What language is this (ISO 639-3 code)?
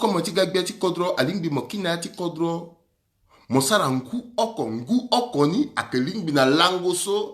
sag